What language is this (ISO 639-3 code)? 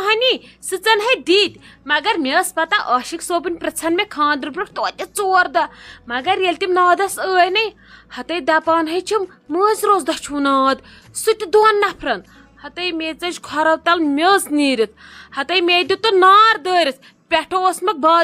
kas